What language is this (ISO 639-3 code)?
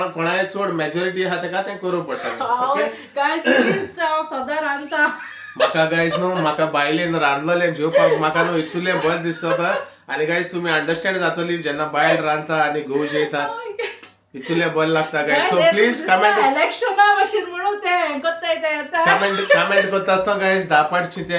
kok